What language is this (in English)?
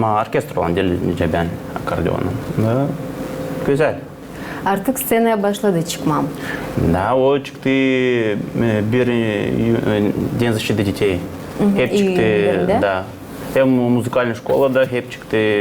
Gagauz